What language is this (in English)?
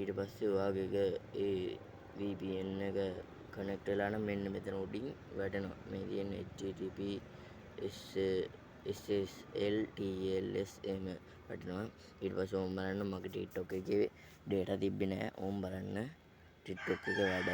Sinhala